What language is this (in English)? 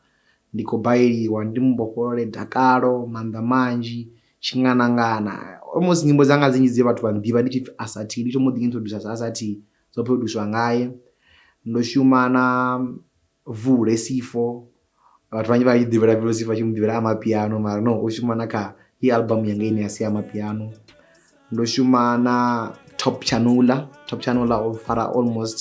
Venda